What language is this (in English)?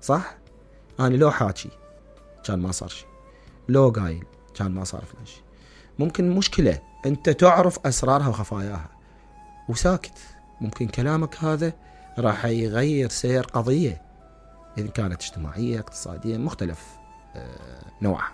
Mesopotamian Arabic